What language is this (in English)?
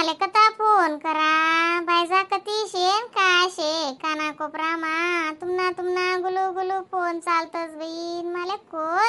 Khandesi